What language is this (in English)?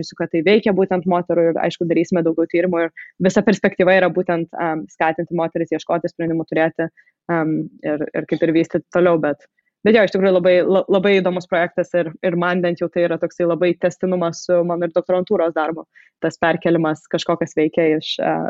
Lithuanian